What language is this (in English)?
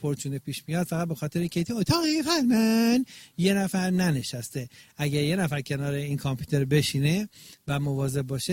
Persian